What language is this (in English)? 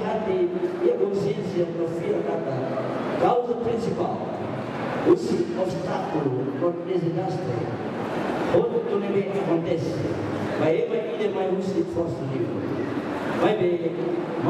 Tetum